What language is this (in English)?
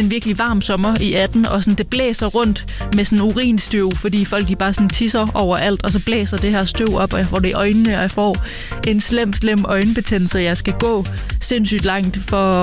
Danish